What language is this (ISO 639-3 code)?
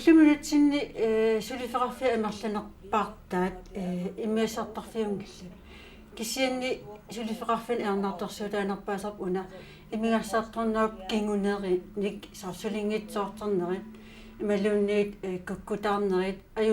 kal